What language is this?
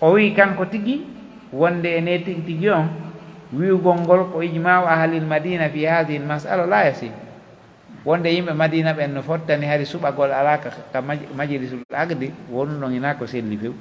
Pular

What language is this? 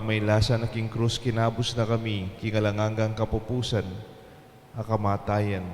Pampanga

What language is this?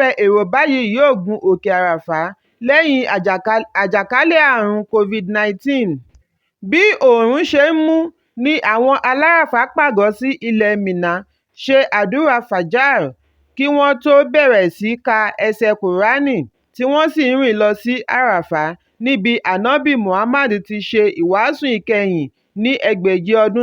Yoruba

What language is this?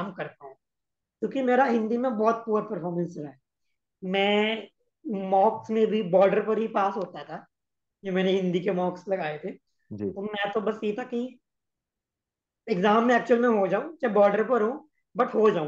Hindi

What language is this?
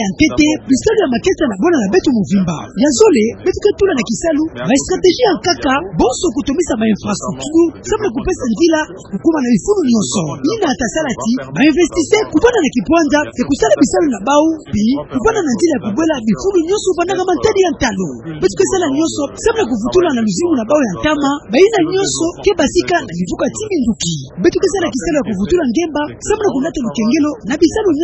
Kituba (Democratic Republic of Congo)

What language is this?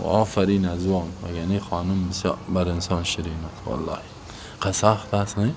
Persian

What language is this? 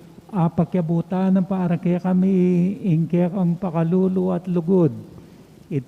Pampanga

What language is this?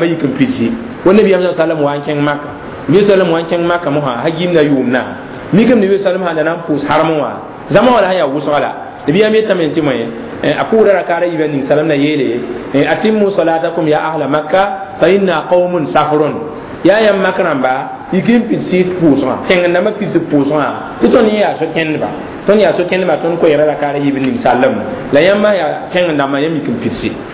Mossi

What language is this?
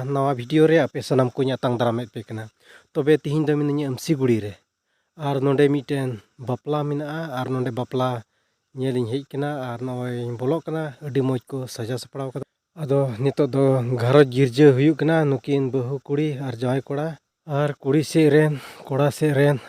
Santali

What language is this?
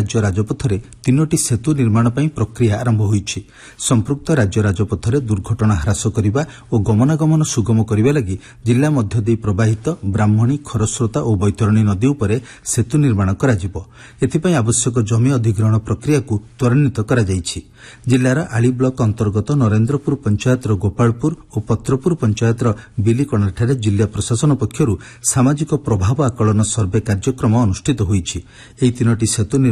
Odia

